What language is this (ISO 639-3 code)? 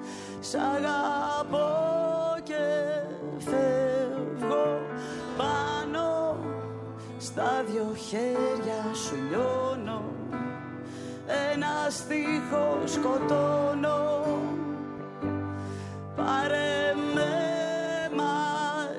ell